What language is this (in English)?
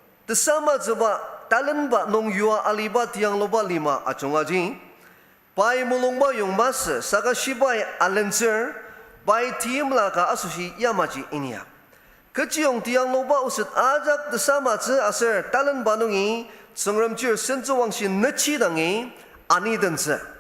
Ao Naga